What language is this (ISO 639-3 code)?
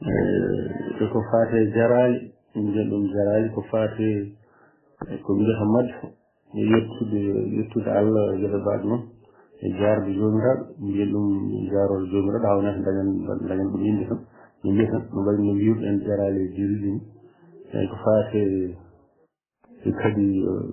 ful